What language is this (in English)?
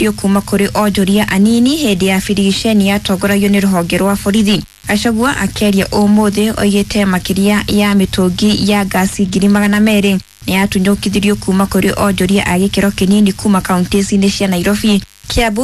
Kikuyu